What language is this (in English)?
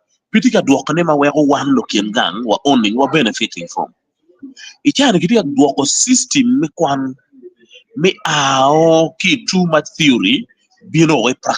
Acoli